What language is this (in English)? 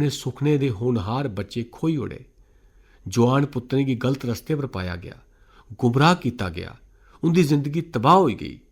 Dogri